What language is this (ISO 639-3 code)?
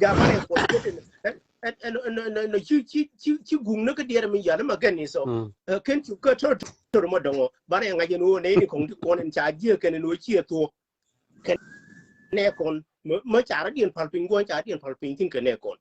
nus